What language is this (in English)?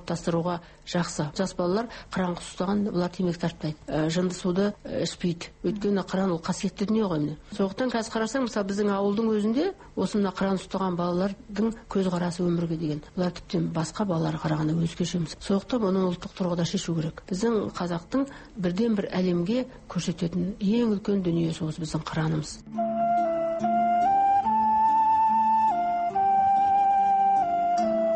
Kazakh